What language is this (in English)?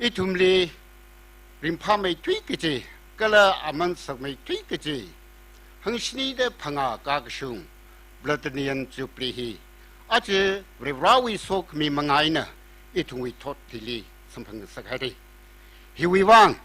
Tangkhul Naga (India)